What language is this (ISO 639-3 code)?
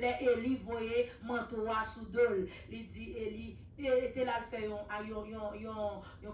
hat